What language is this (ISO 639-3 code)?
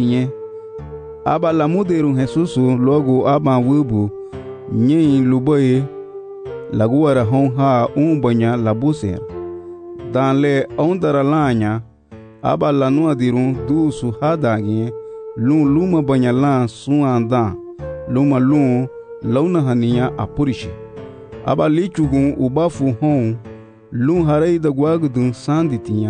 cab